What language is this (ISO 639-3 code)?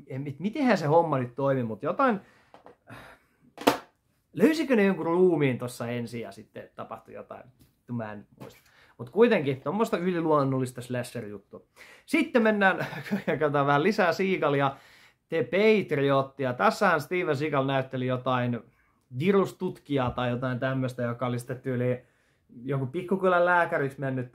fin